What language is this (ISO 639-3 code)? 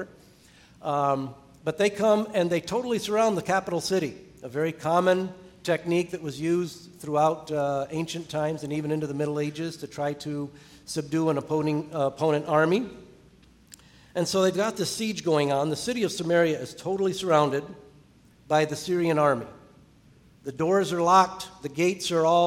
eng